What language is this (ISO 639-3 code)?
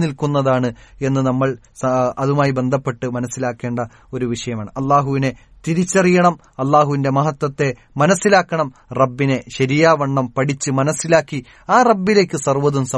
mal